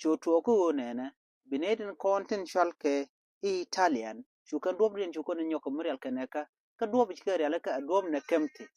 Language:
Nuer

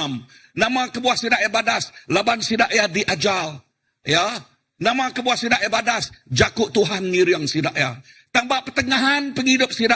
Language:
Iban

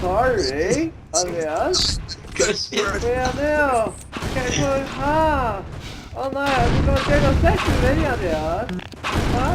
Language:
Faroese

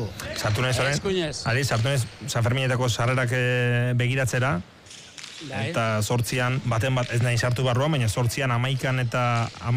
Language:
Basque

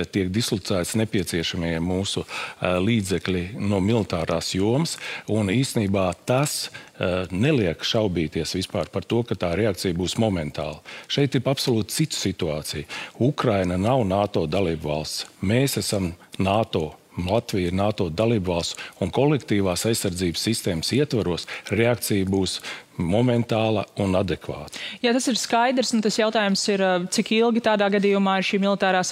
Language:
Latvian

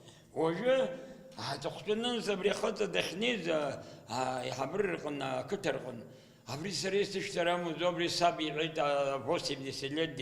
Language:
Abkhazian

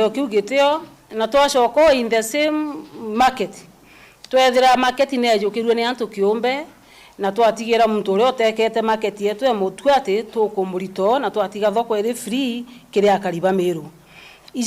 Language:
Meru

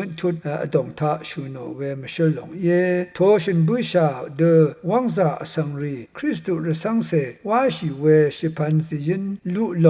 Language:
Rawang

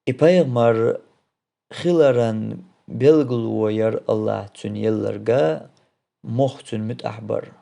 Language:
Chechen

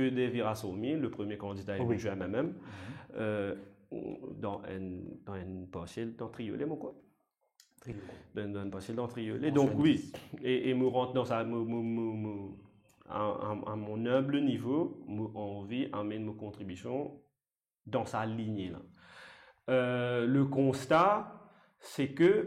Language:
Morisyen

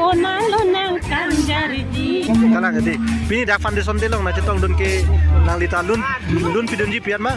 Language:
Karbi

